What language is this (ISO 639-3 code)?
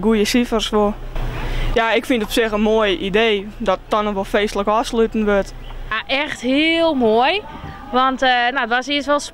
fry